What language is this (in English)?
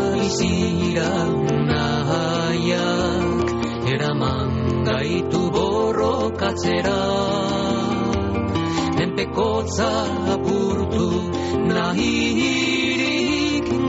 Basque